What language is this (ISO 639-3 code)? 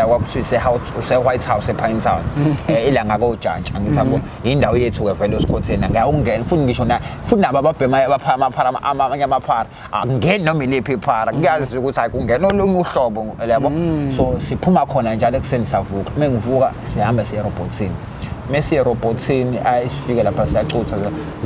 zul